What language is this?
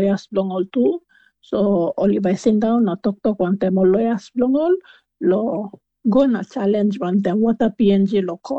Tok Pisin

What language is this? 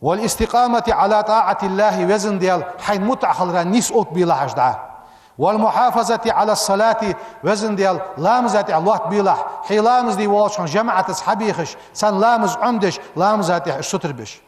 Ingush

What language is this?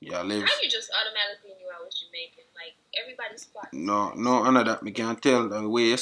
Jamaican Creole English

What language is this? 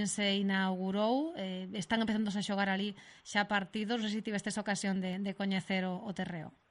Galician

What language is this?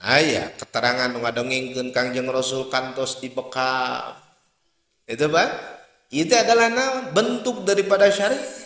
Sundanese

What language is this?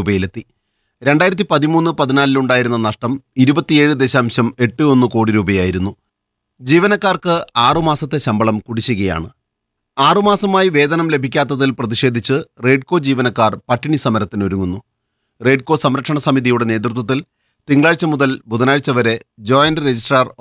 Malayalam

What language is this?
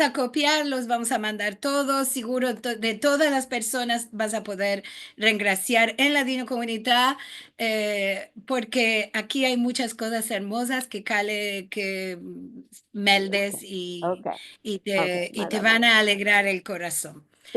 Ladino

